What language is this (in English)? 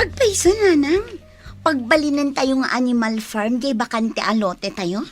Iloko